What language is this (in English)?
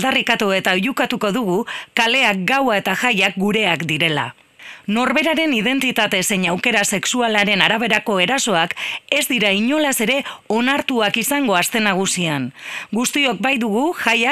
Basque